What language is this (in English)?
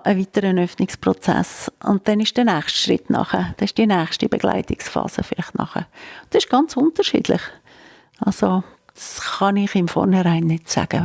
Swiss German